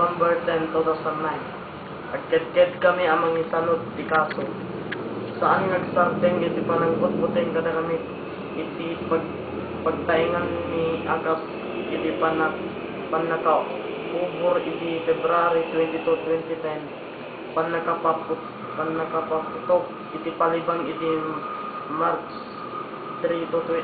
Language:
Iloko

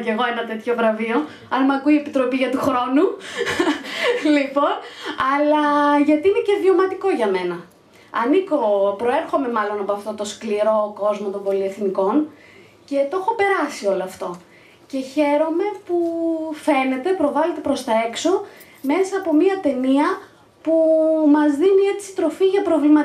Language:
Greek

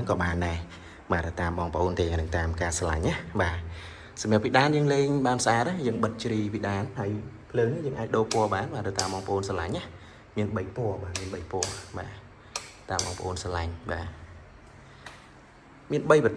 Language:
Khmer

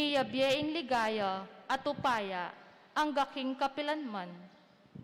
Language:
Pampanga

